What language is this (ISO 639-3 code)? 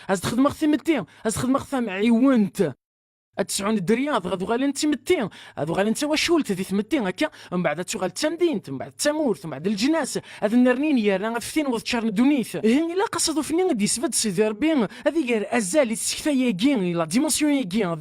kab